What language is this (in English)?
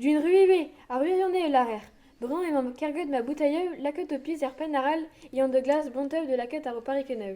Breton